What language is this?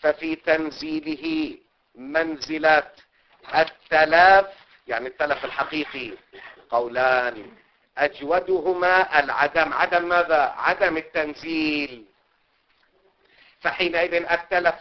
Arabic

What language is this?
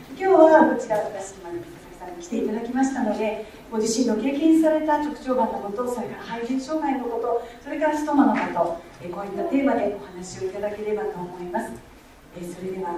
Japanese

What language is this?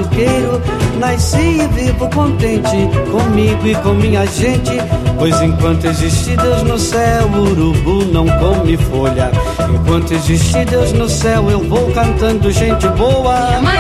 Portuguese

